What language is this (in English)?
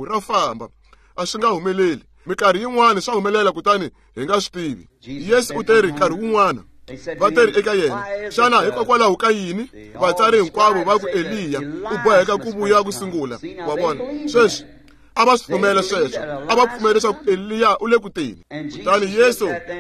Tsonga